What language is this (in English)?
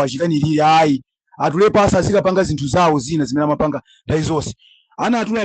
Nyanja